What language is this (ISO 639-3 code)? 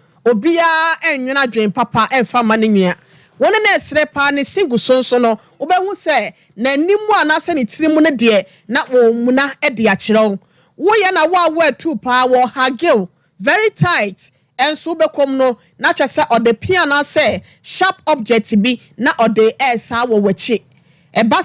aka